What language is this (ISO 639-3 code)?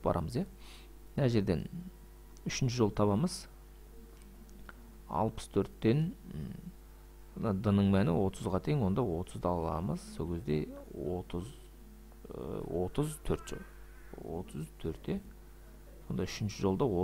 kaz